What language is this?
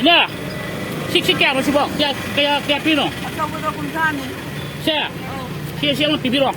Manipuri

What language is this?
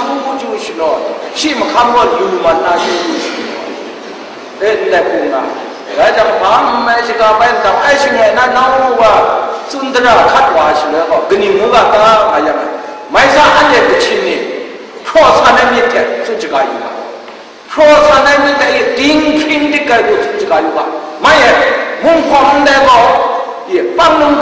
Kachin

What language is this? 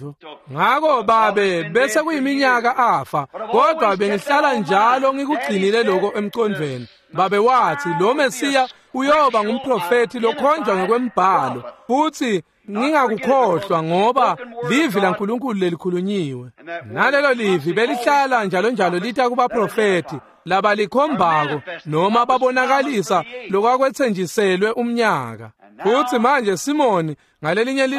Swati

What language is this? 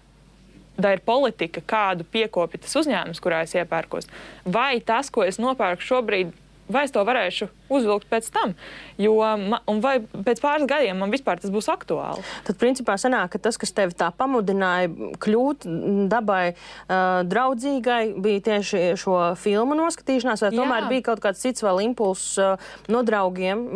Latvian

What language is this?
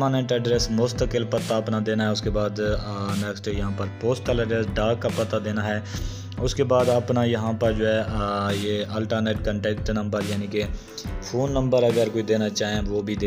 Hindi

